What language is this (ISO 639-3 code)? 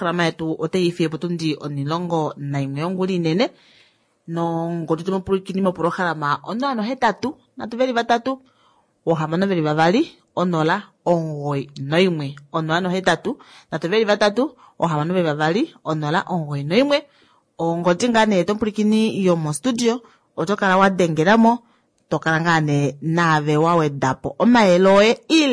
kua